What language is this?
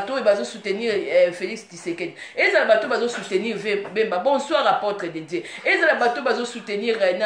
Lingala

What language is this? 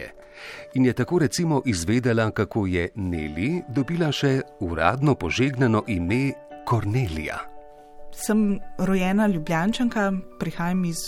Slovenian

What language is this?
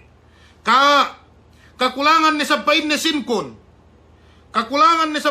Yakan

